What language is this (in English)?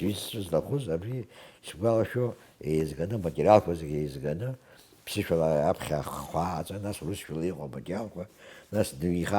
Abkhazian